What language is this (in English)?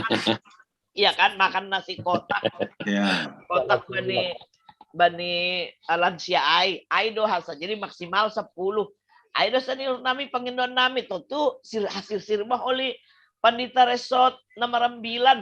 Batak Simalungun